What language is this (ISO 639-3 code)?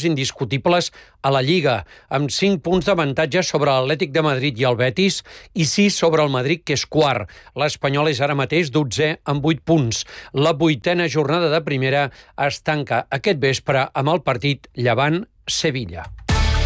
cat